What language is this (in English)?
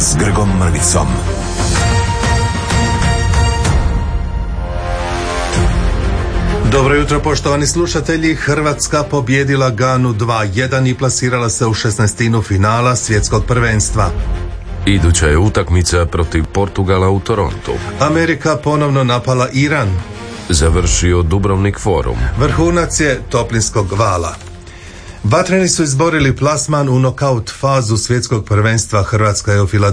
Croatian